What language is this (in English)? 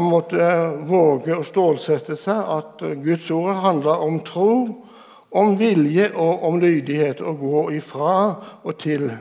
Norwegian